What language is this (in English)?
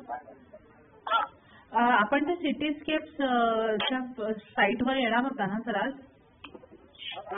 Marathi